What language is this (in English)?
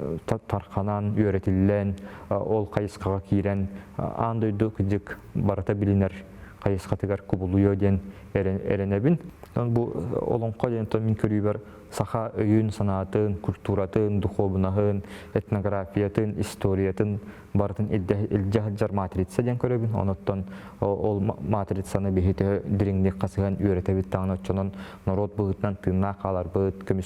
Yakut